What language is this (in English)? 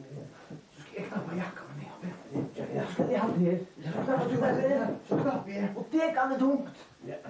Faroese